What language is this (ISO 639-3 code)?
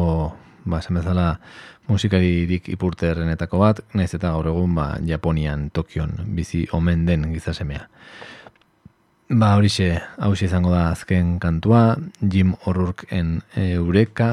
eus